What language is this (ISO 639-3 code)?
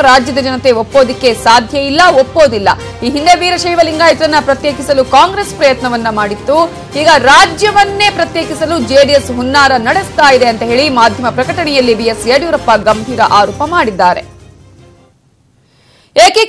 kan